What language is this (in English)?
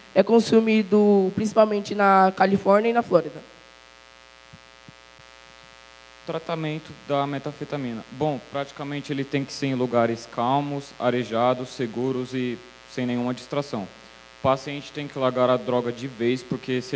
Portuguese